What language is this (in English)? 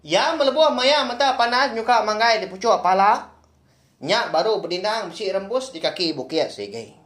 Iban